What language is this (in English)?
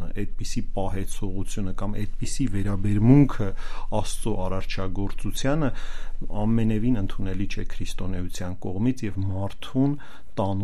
Armenian